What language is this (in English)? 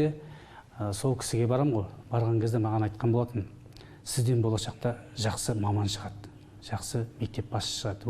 Kazakh